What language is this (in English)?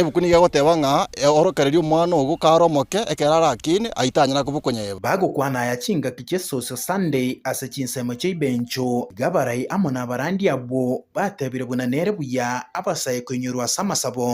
Gusii